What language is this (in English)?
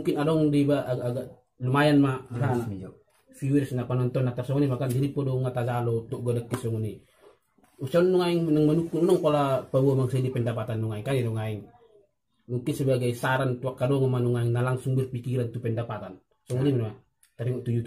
Batak Toba